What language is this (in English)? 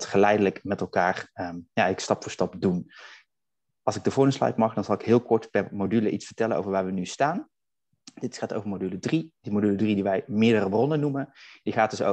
Dutch